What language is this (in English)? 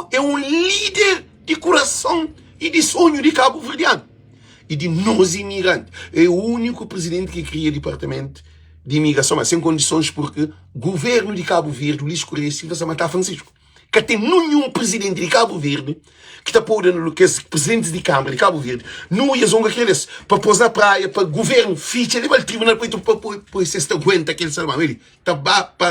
Kabuverdianu